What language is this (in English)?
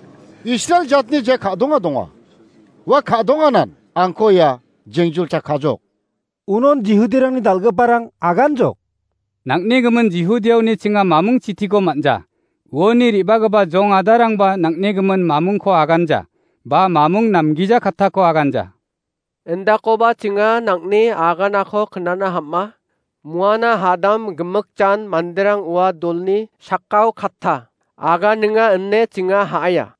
Garo